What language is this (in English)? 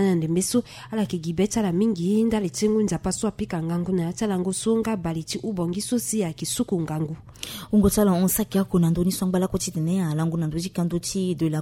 Sango